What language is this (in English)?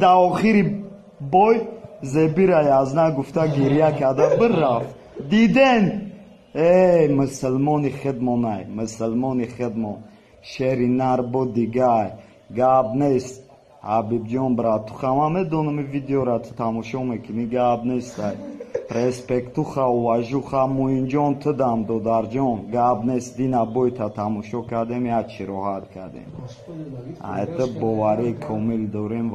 Tajik